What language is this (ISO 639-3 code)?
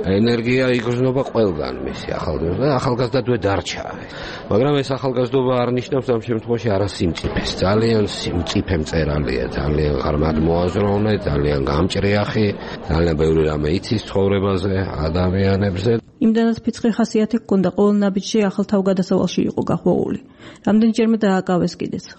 kat